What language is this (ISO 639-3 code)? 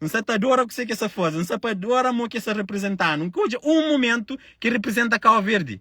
kea